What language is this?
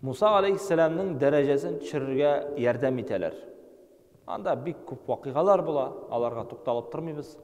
Tatar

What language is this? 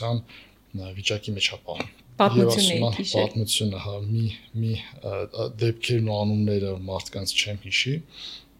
Armenian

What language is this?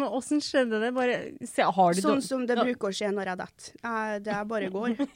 Norwegian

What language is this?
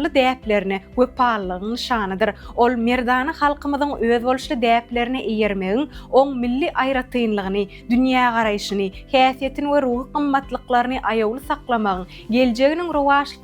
Turkmen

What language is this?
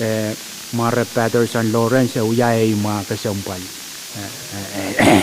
Pohnpeian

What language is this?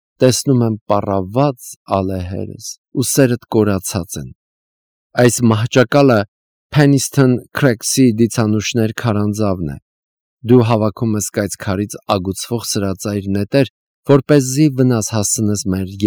Armenian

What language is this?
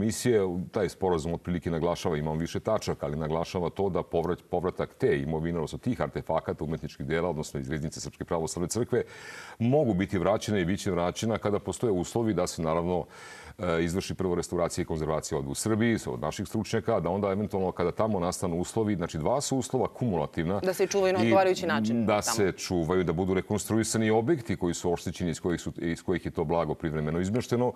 Serbian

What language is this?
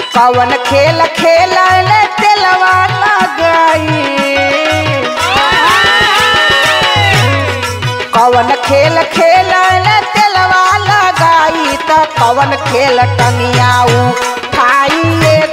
Bhojpuri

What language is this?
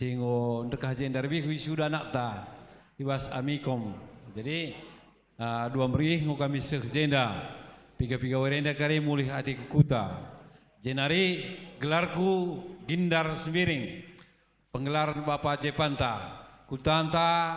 Batak Karo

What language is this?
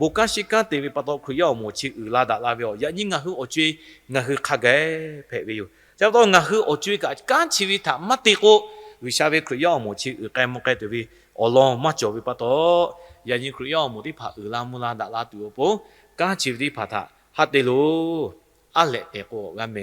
Lahu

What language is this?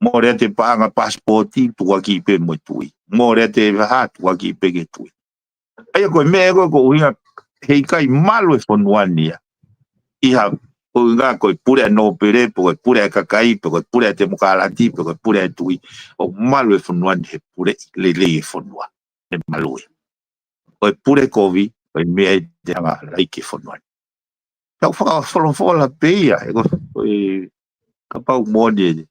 Tongan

